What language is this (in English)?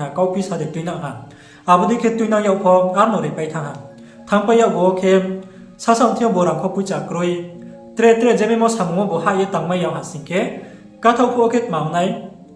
Riang (India)